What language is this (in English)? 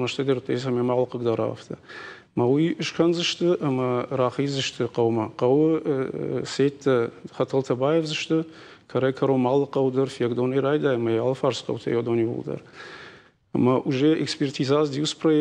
Ossetic